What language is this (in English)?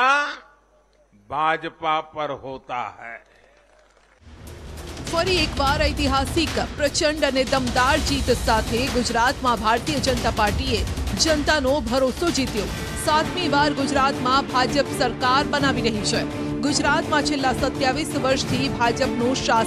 Gujarati